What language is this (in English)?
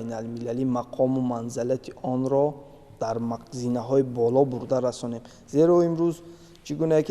Tajik